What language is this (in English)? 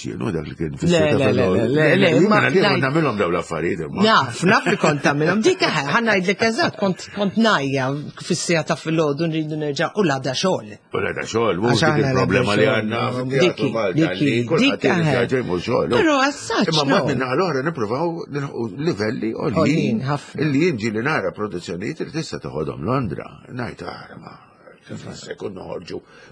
Maltese